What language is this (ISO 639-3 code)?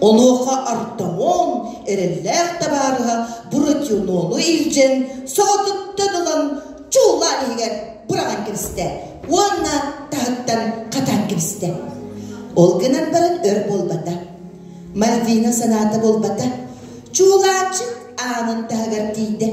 sah